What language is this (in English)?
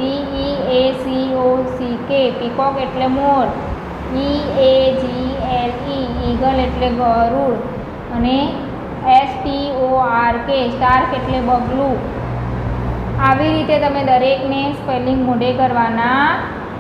Gujarati